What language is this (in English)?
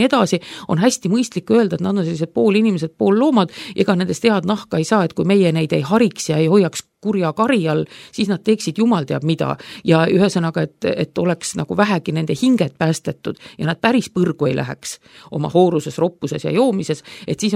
Estonian